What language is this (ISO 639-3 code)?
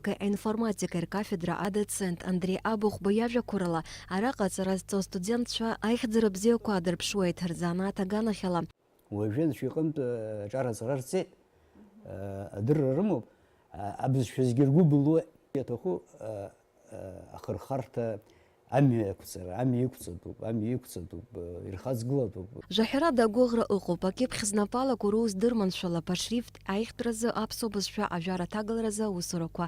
abk